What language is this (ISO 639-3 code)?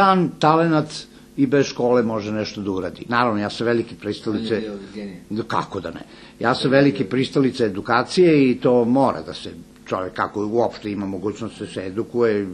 srp